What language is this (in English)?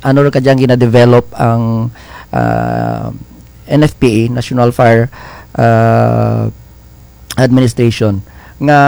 Kinaray-a